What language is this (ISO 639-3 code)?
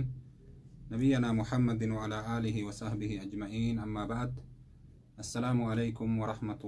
orm